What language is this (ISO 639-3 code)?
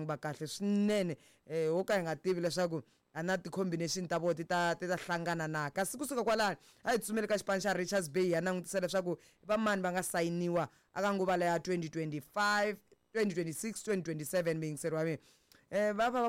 tso